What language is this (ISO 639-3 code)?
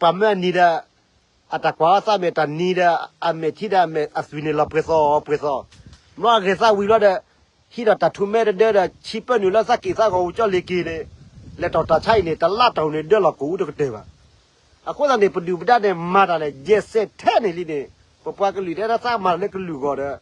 ksw